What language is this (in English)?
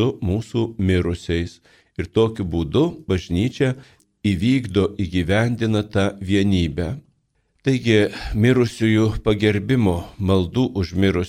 Lithuanian